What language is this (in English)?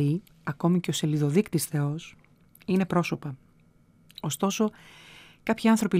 Greek